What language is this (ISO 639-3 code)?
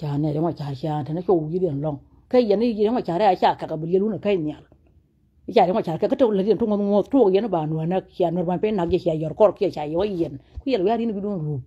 nus